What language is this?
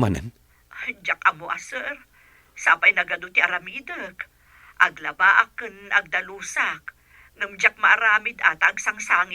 Iloko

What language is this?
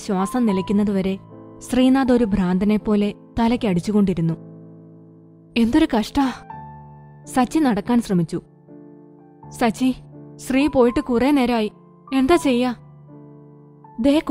Malayalam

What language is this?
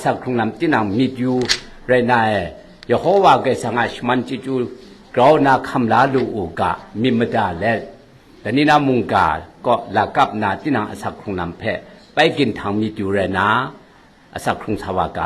Kachin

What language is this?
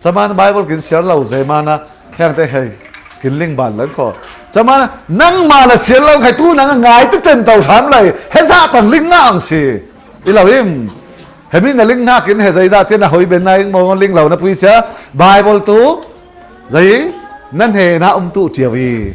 Falam Chin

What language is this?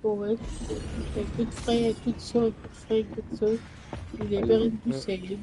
Morisyen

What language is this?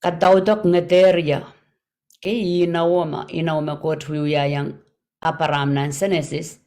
Pohnpeian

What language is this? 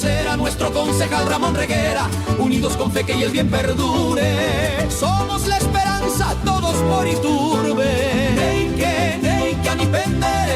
Guarani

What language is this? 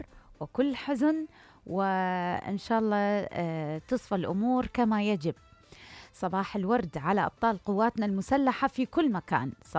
Mesopotamian Arabic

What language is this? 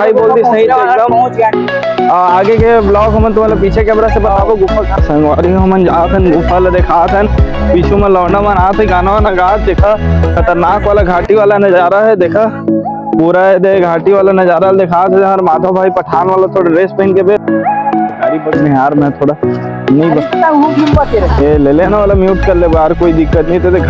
Chhattisgarhi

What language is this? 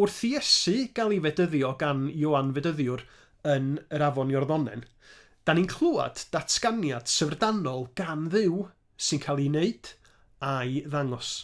Welsh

